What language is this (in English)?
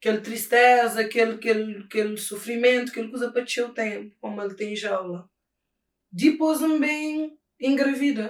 Kabuverdianu